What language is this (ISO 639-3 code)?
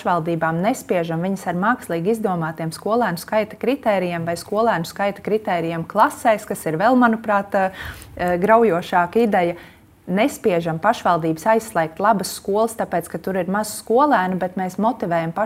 lav